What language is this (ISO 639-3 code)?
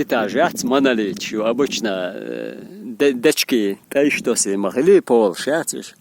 che